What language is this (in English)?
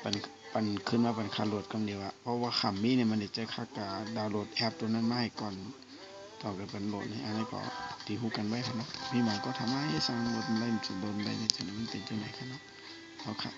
Shan